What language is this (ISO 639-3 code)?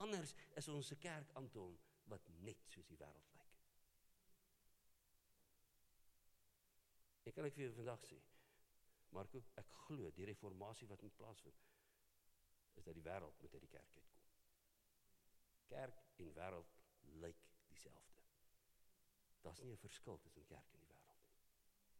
afr